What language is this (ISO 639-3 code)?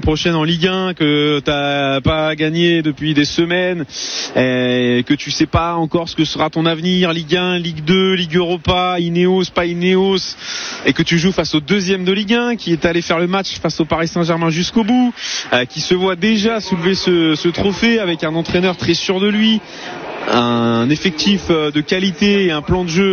fra